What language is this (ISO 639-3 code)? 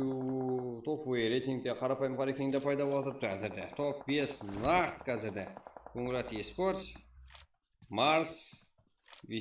kaa